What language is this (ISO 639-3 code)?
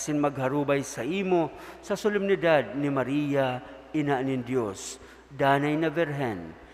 bik